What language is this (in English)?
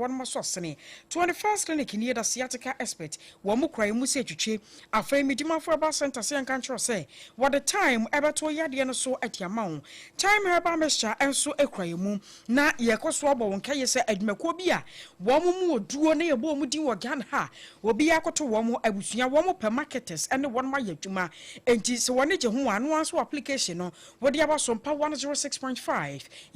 Akan